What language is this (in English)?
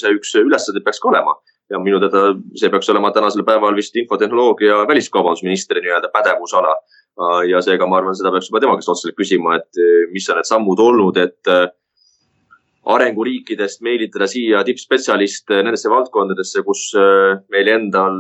Estonian